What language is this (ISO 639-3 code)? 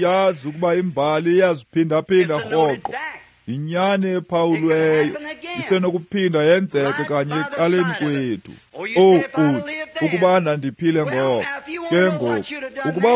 xho